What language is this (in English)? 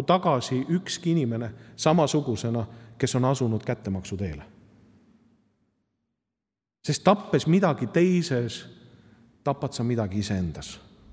Estonian